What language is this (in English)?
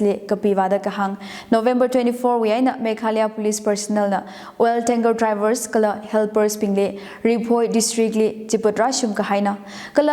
Tangkhul Naga (India)